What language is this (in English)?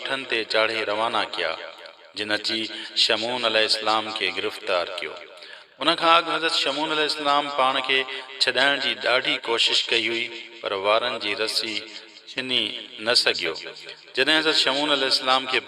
Sindhi